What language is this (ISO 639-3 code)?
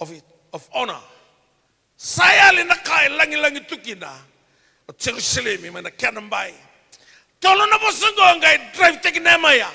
fij